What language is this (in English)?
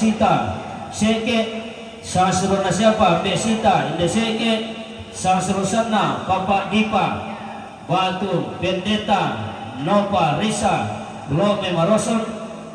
Toraja-Sa'dan